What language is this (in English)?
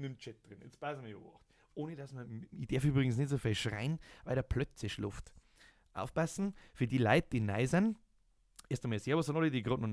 Bavarian